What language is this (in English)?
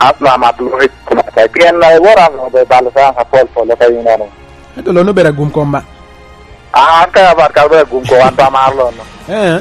Lango (Uganda)